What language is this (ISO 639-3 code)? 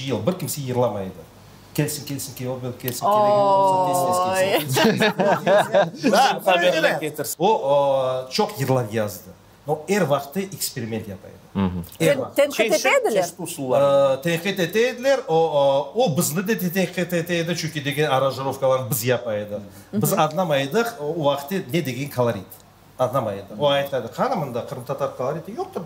crh